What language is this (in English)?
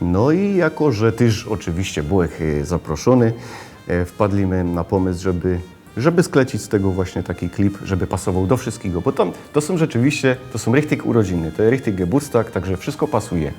Silesian